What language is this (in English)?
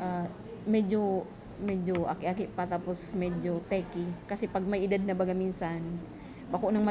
Bikol